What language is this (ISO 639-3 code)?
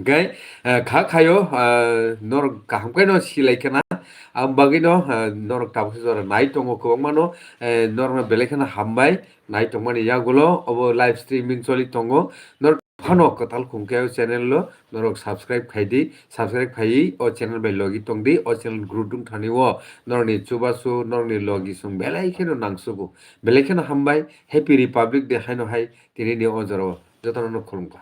trp